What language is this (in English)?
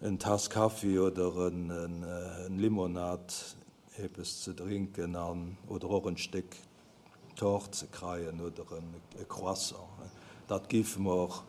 Luxembourgish